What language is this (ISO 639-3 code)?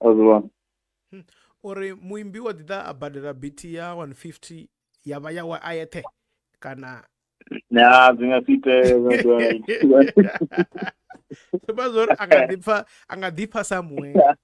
ven